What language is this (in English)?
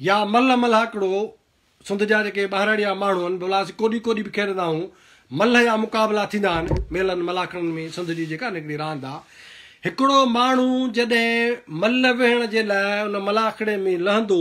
Sindhi